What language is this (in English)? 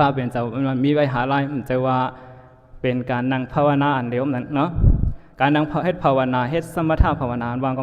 Shan